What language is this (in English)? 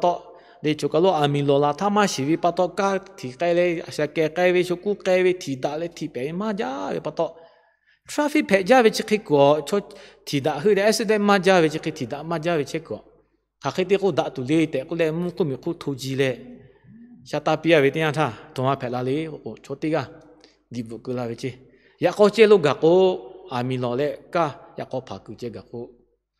Lahu